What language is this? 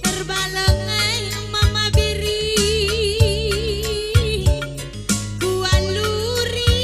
Batak Karo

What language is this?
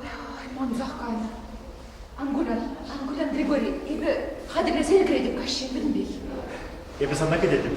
Chuvash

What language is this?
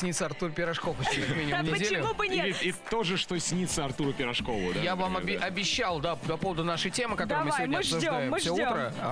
Russian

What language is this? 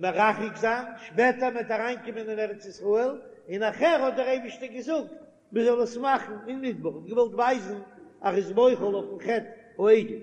Yiddish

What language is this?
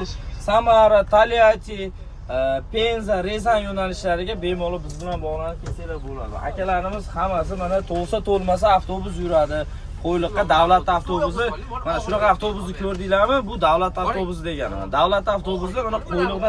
Uzbek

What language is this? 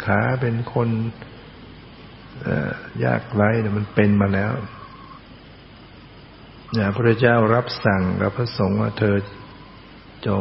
Thai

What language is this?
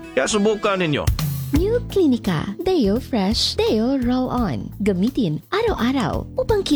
Filipino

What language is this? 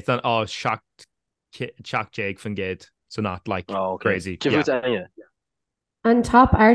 Irish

